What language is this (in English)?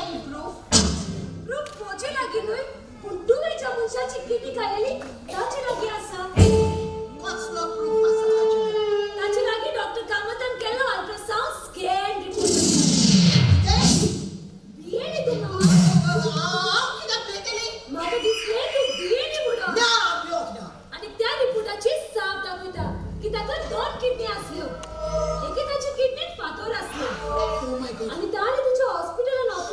Konkani